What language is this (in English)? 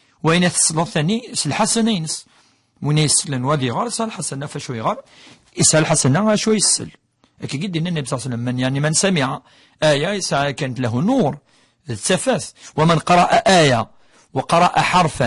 Kabyle